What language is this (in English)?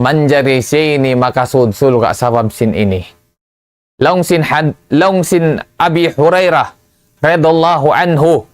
Tausug